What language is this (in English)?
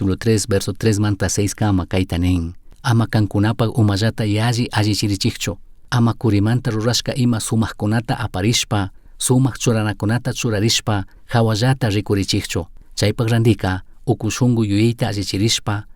Chimborazo Highland Quichua